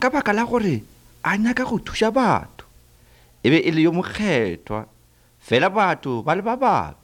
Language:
Northern Sotho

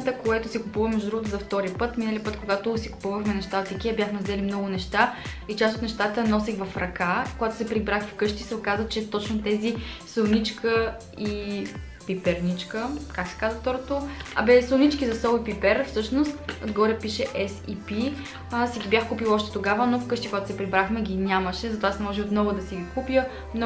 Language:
Bulgarian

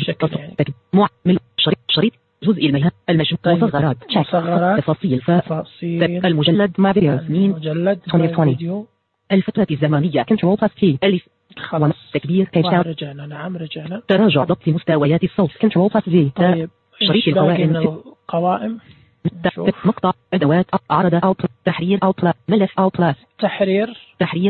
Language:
Najdi Arabic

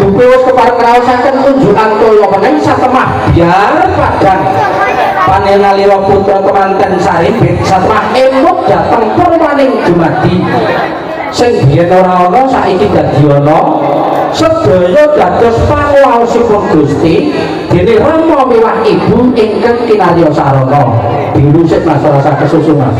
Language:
Javanese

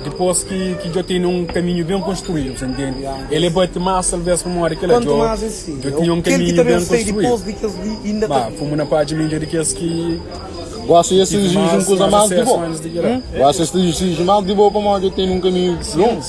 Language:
Kabuverdianu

